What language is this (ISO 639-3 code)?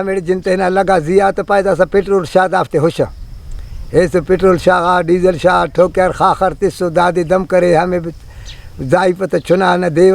brh